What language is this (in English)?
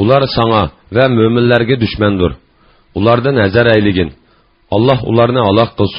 Uyghur